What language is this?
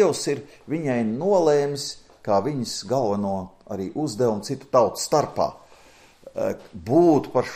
Latvian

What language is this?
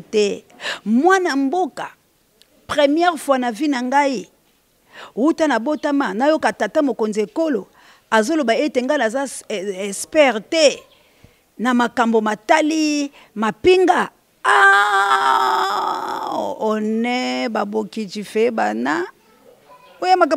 Lingala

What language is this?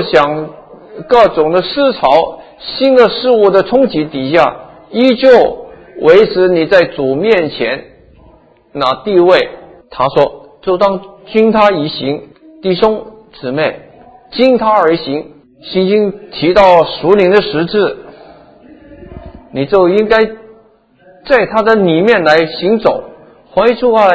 Chinese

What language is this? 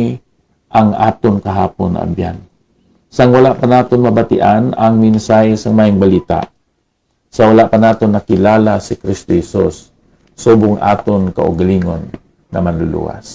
Hiligaynon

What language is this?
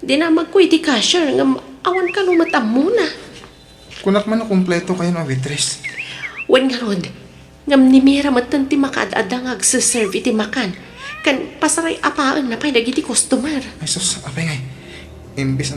Iloko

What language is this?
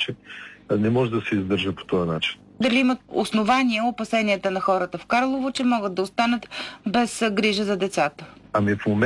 Bulgarian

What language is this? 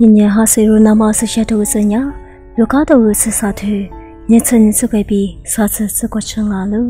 Lisu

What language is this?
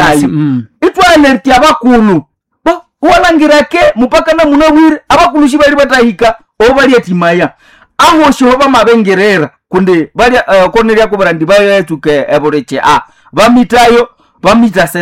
Nande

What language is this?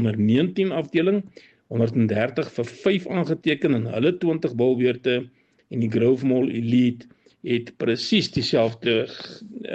Afrikaans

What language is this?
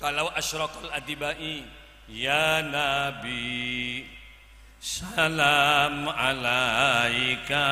Madurese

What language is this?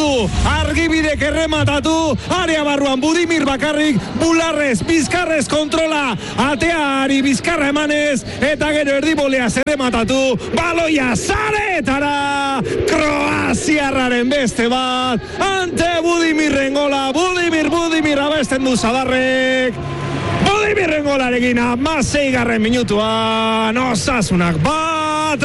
Basque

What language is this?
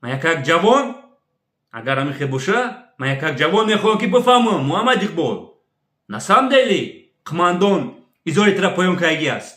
Tajik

